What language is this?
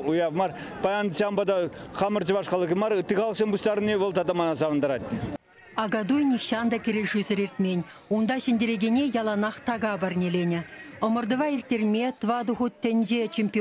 Chuvash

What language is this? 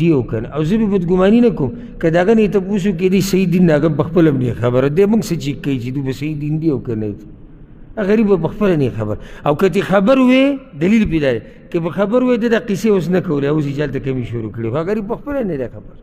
Pashto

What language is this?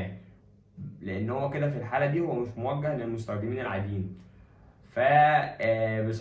Egyptian Arabic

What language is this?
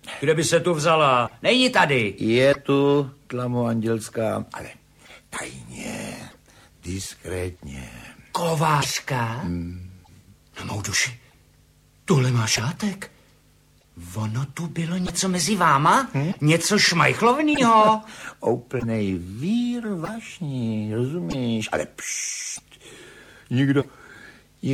Czech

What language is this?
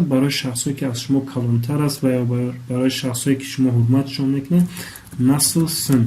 Tajik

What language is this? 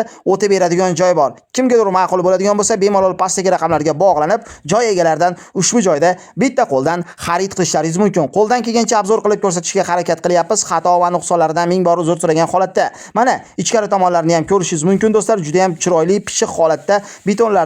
Uzbek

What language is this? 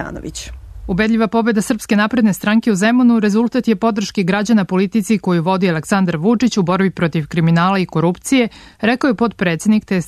Serbian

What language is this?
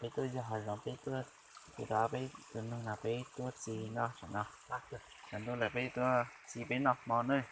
Hmong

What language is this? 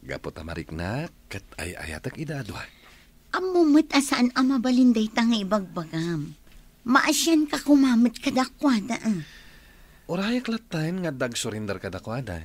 Iloko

